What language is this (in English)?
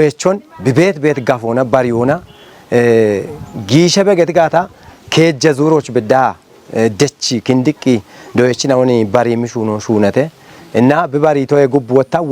Kafa